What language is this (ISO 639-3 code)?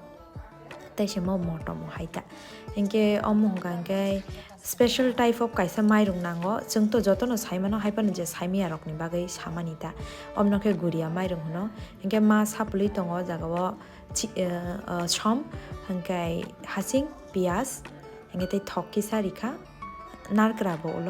trp